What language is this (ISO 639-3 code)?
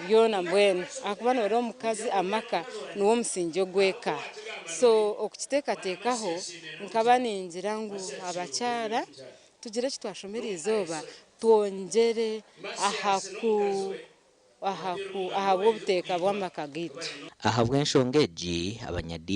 nyn